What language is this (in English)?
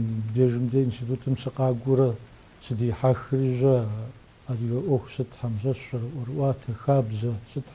Kabardian